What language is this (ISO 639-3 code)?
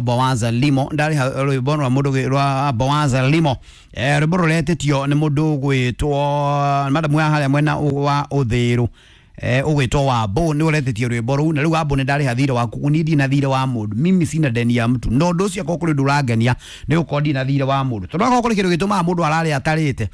kik